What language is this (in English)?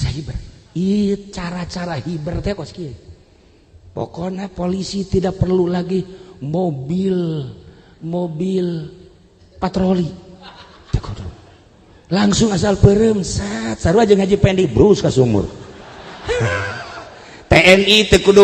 Sundanese